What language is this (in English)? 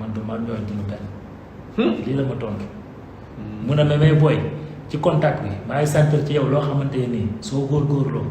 Wolof